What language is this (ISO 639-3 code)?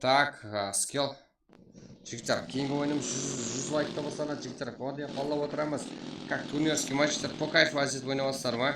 kaa